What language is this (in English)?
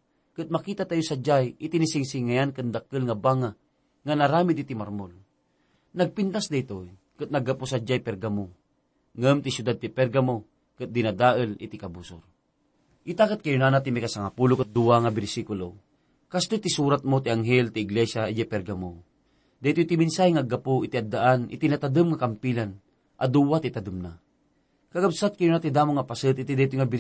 Iloko